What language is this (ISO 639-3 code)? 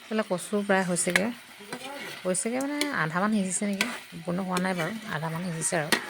asm